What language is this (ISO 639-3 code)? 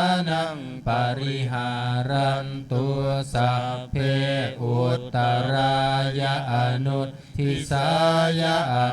pli